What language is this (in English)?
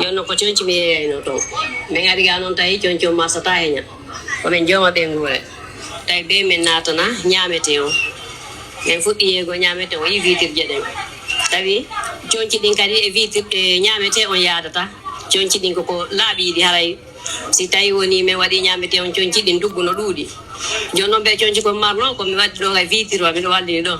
Pular